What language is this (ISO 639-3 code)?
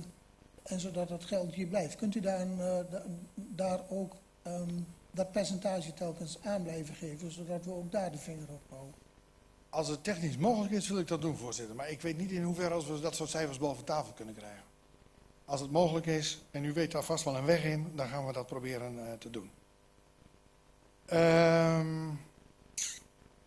nld